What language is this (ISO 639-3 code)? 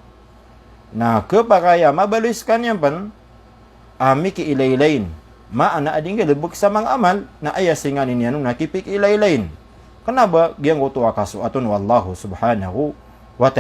mrw